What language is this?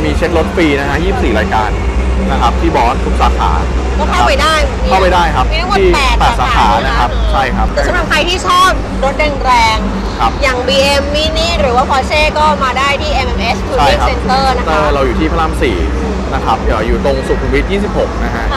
Thai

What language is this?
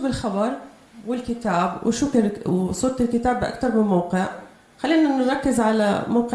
North Levantine Arabic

